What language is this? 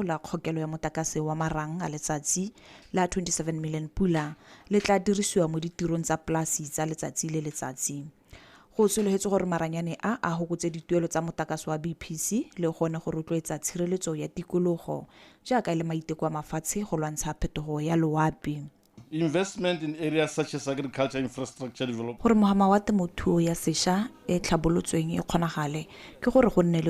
Tswana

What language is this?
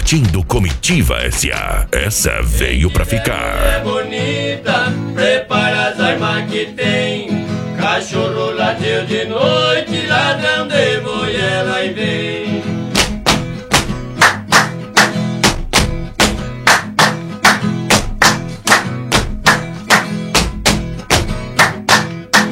Portuguese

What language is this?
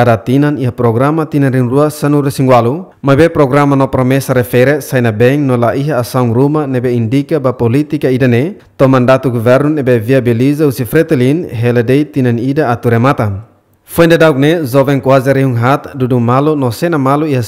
Tetum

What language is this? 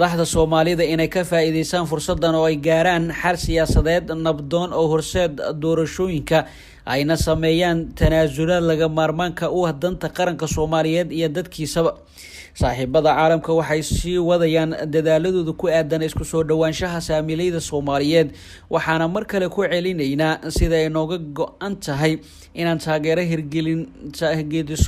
Somali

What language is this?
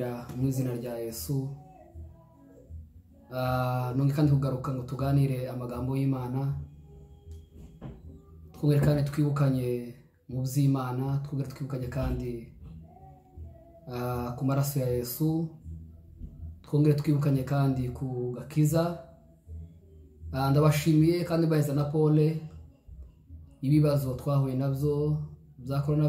Kinyarwanda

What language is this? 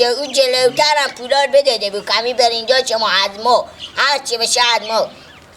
Persian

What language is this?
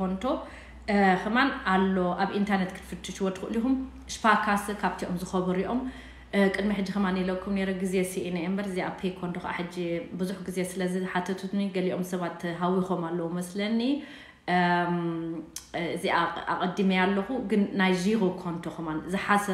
Tigrinya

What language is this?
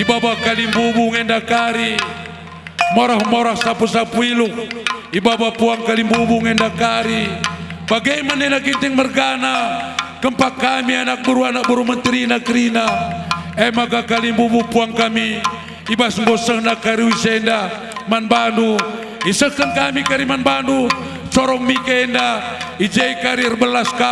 Batak Karo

